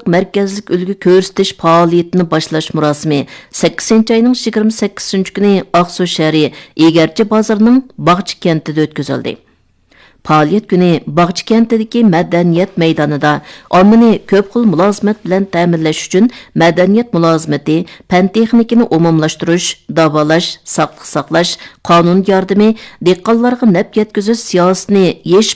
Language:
Uyghur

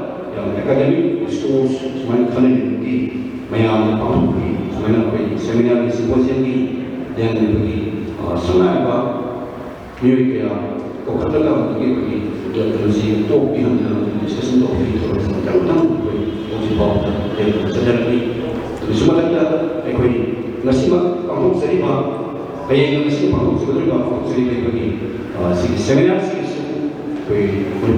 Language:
Manipuri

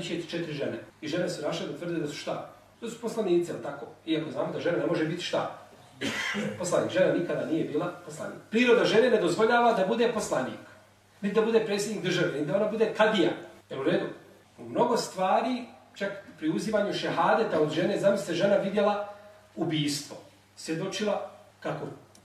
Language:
Bosnian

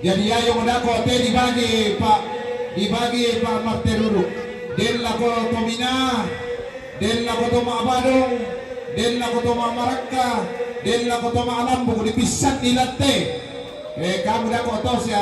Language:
Toraja-Sa'dan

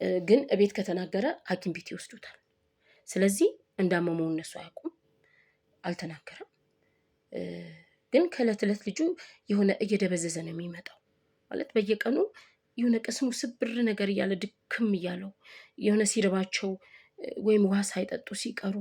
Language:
Amharic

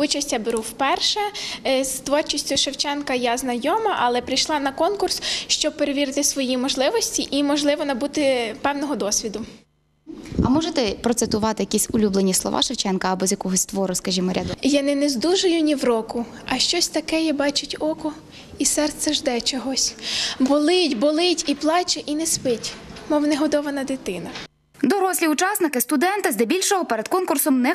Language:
Ukrainian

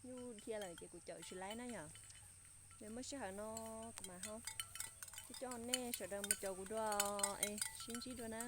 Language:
Hmong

